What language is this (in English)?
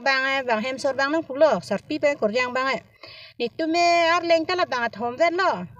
Karbi